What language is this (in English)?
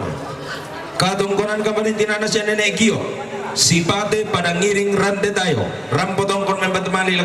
Toraja-Sa'dan